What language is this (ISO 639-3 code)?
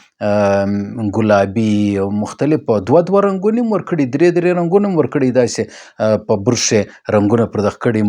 pus